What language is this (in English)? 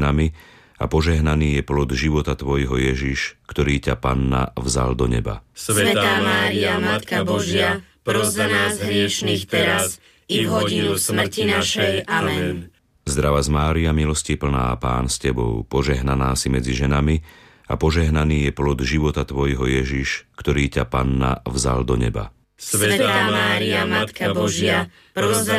Slovak